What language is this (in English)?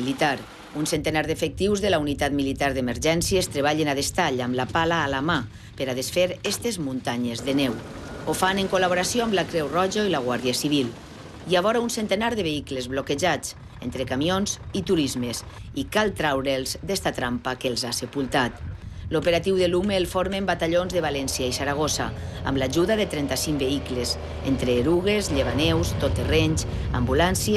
Catalan